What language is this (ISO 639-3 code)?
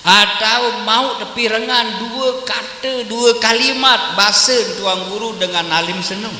sas